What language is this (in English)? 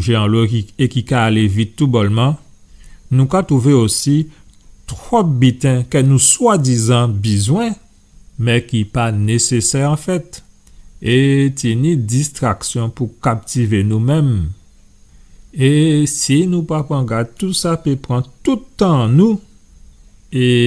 Guadeloupean Creole French